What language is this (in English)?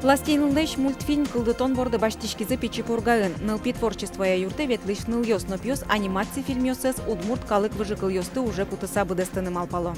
Udmurt